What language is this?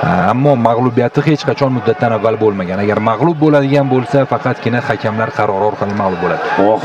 Uzbek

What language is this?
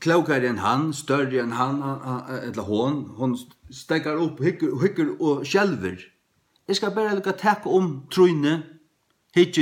Faroese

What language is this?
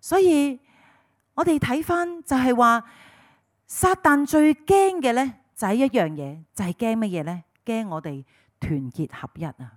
Cantonese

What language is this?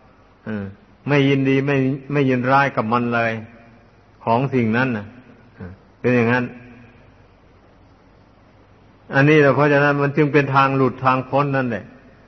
Thai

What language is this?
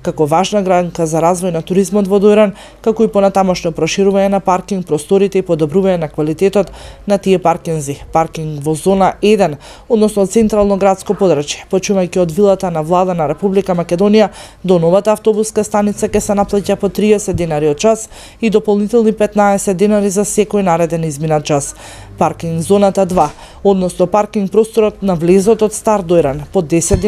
Macedonian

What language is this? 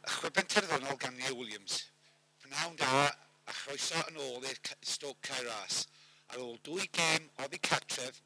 Welsh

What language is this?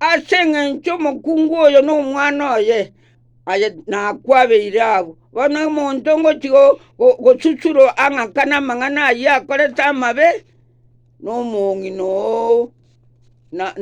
Gusii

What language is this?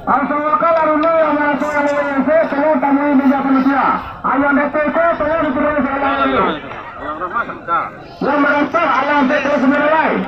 Minangkabau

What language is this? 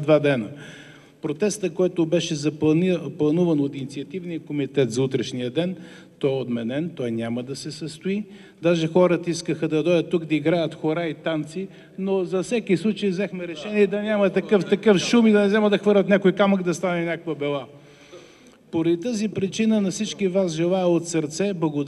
Bulgarian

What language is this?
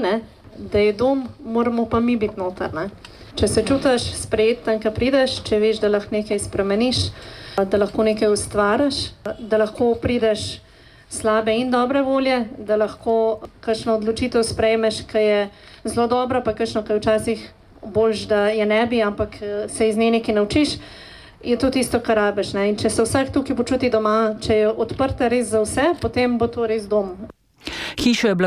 Slovenian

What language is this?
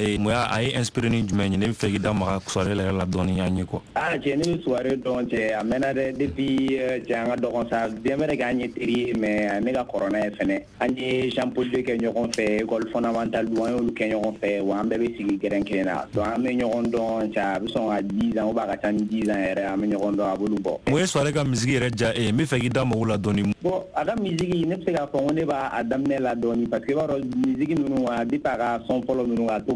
Bambara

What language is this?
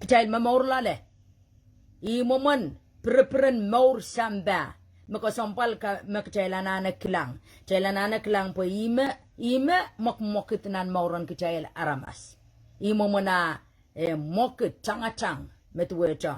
Pohnpeian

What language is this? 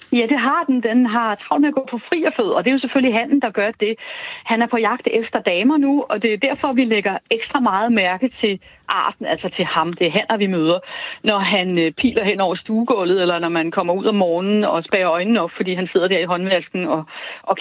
Danish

